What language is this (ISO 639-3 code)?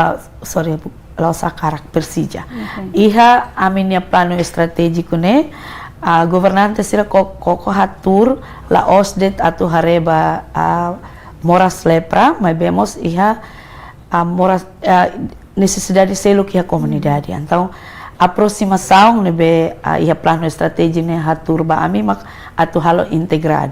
tet